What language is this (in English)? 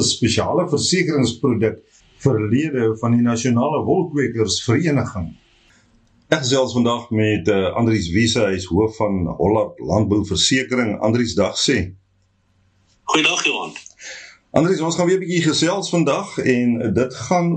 Afrikaans